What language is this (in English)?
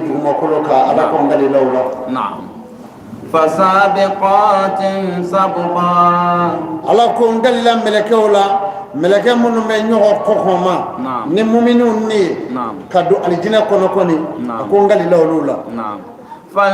Bambara